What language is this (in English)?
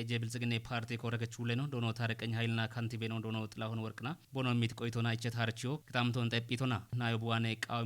Kafa